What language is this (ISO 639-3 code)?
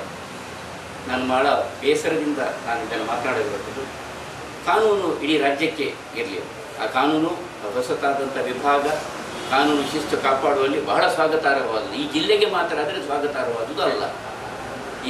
kan